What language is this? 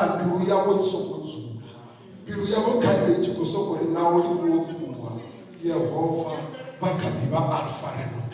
Venda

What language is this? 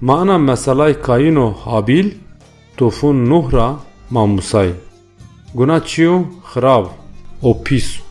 Zaza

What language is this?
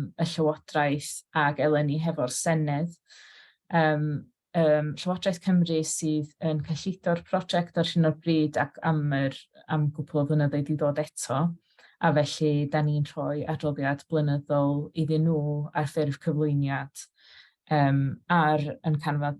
Welsh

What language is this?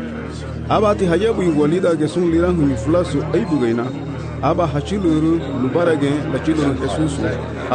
Garifuna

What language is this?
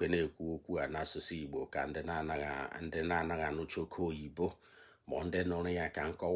Igbo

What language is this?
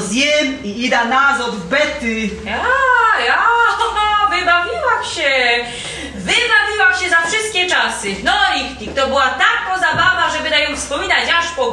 Silesian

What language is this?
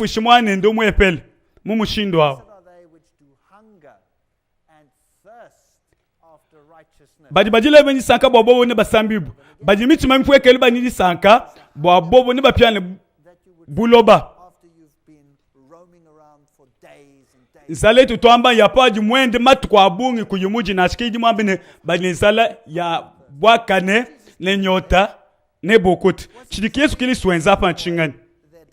Luba-Lulua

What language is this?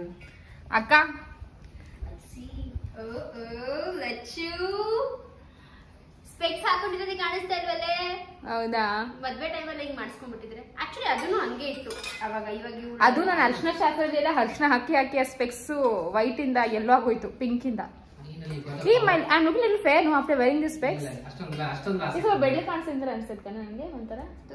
Kannada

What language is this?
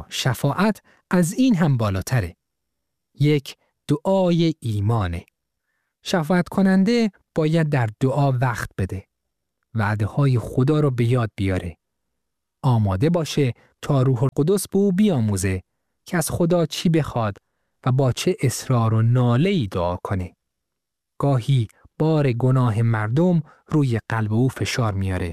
Persian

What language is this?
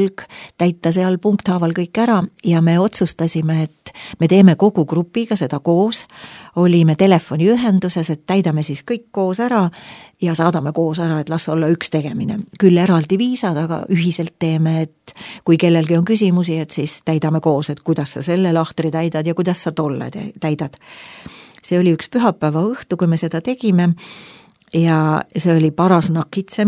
Estonian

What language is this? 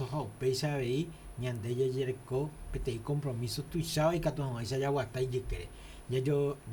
Guarani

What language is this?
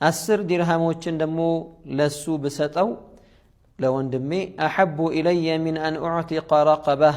Amharic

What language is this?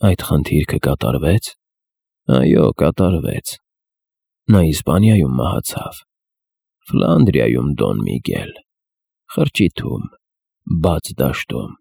Armenian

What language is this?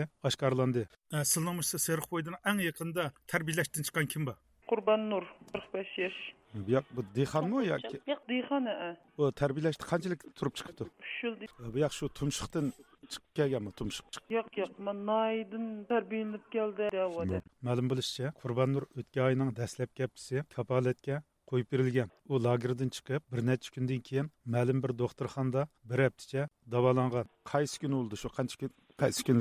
Uyghur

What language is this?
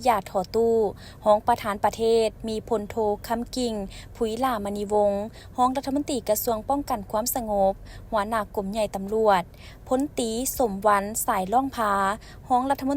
Lao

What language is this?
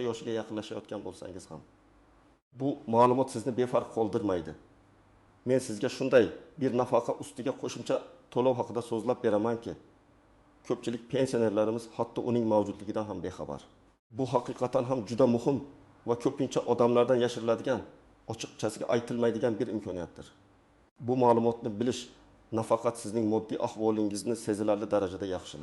Uzbek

